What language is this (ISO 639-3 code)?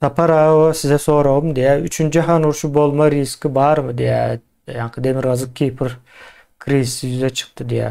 tuk